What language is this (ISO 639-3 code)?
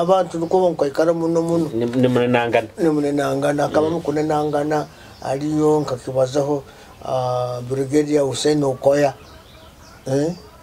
nyo